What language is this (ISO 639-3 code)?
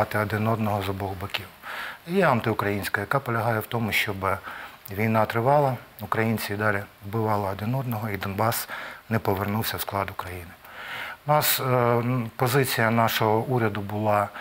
ukr